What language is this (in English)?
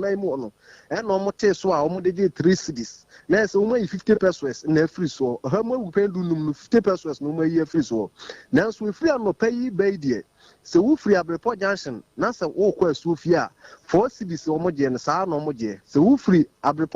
Akan